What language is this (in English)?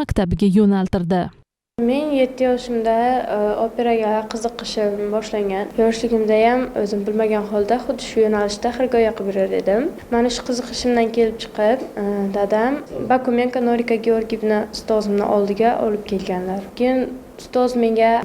Uzbek